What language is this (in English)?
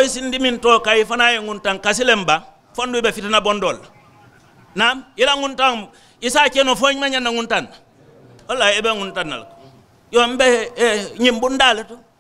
Mandingo